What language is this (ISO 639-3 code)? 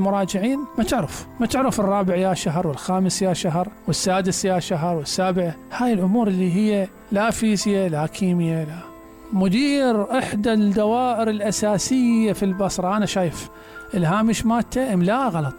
acm